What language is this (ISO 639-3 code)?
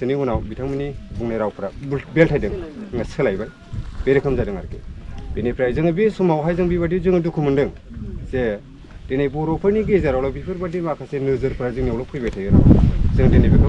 brx